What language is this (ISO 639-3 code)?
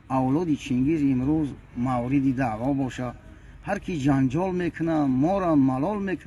tgk